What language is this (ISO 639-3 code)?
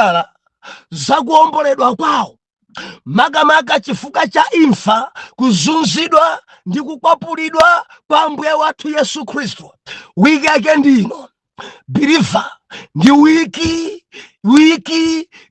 nya